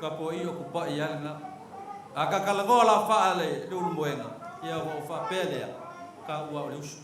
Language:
Samoan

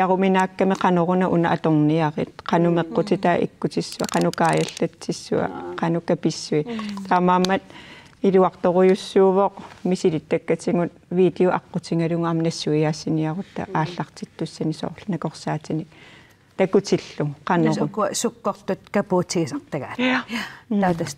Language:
Kalaallisut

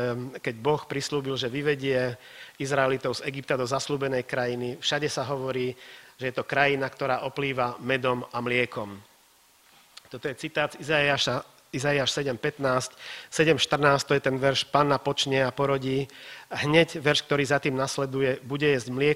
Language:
Slovak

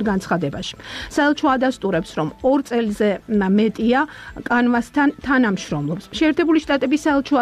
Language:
Georgian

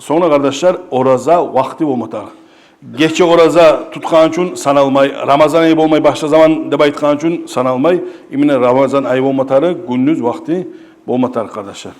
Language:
Kumyk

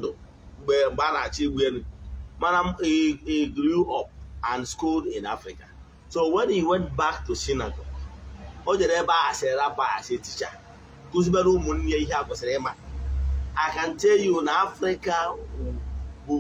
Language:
Igbo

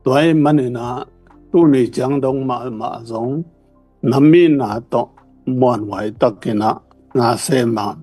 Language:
Tedim Chin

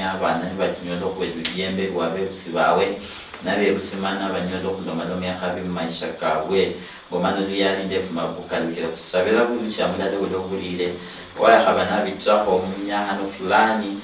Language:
Luyia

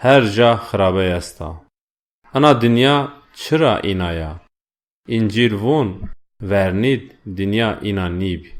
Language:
Zaza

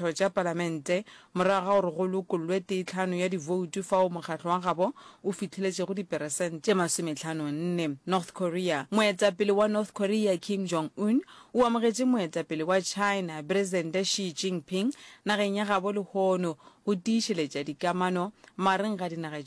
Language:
Northern Sotho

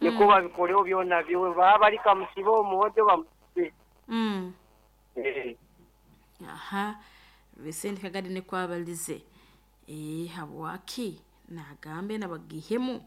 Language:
Nyoro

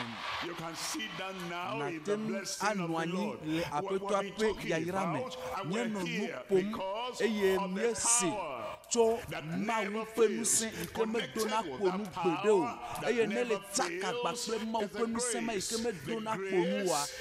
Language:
Ewe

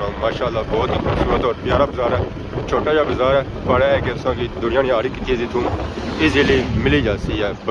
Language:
Pahari-Potwari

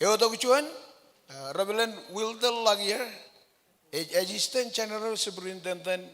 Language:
Marshallese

